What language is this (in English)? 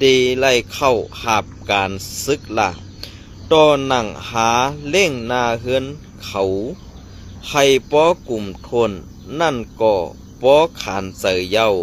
Shan